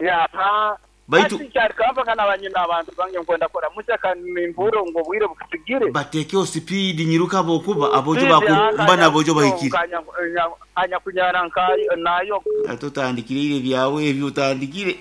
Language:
Nyankole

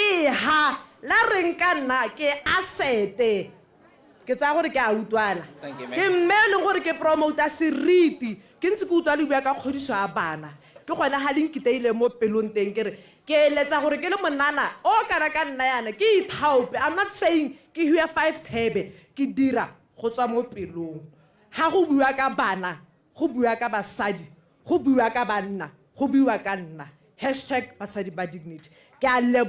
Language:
Tswana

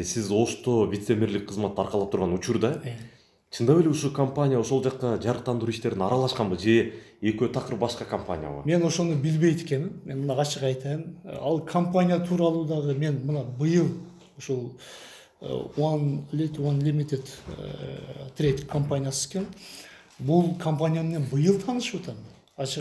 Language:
Kyrgyz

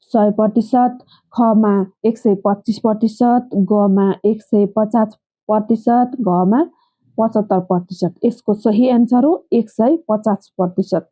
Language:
Nepali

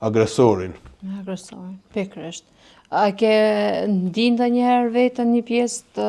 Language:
Albanian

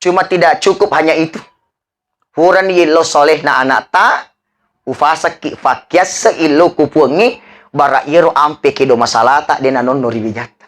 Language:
Buginese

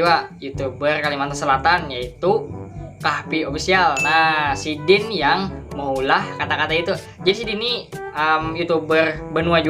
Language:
Banjar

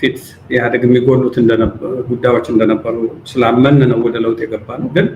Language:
Amharic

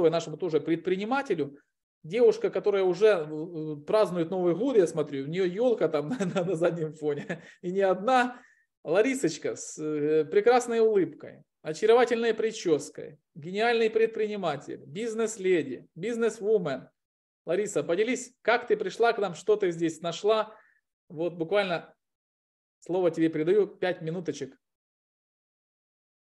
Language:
Russian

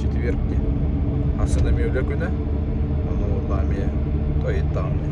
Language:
Yakut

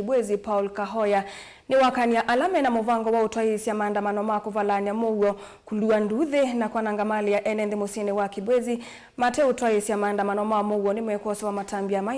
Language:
Kamba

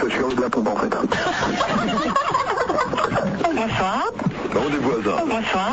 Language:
French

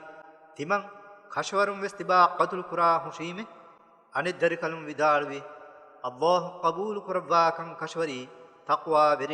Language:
Divehi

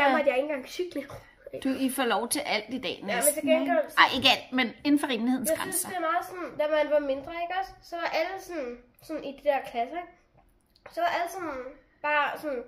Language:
Danish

